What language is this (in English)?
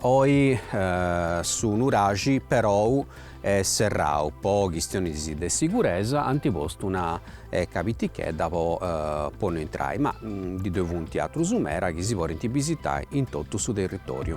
Sardinian